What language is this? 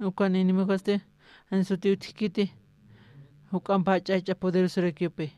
Aymara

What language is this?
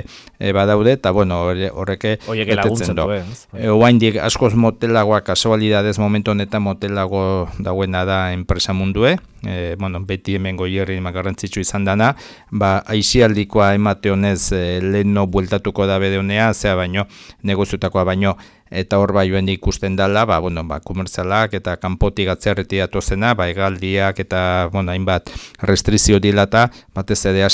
Basque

